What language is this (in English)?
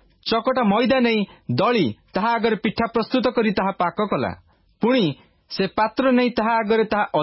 Odia